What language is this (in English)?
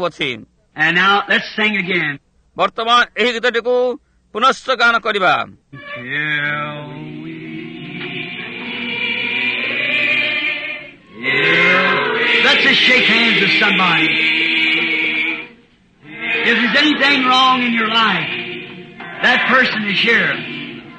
Odia